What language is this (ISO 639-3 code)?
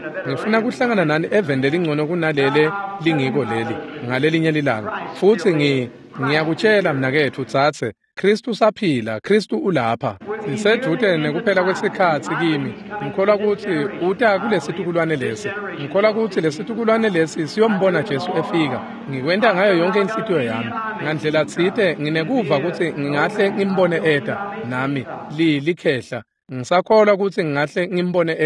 ssw